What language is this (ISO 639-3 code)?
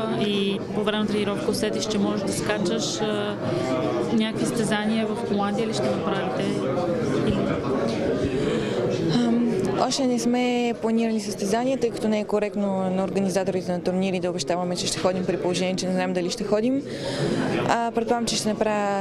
bul